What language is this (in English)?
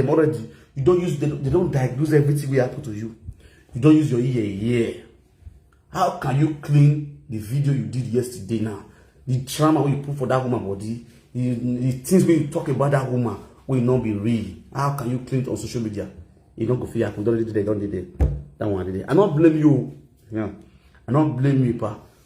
Nigerian Pidgin